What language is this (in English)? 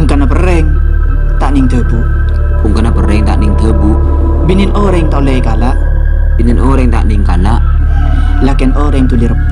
Madurese